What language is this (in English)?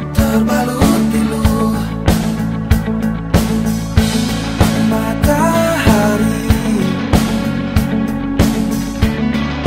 Indonesian